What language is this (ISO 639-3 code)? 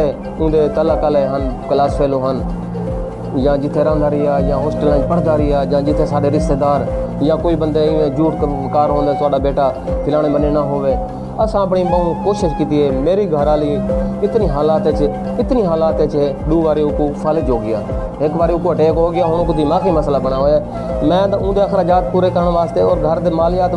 skr